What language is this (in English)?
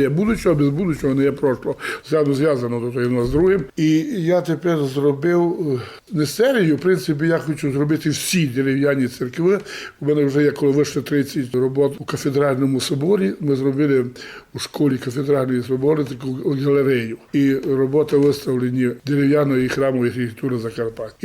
Rusyn